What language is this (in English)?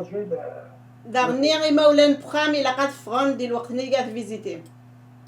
Kabyle